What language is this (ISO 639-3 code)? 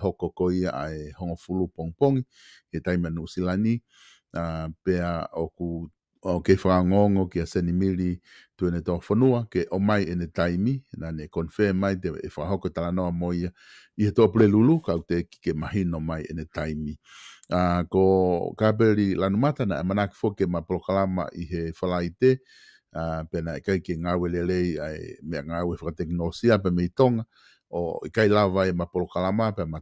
ton